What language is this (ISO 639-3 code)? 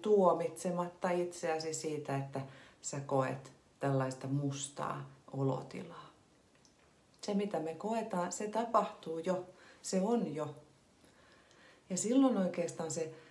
fin